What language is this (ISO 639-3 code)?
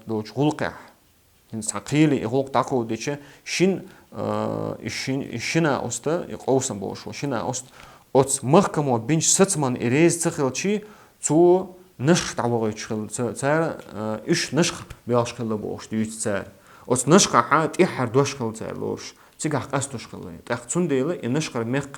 che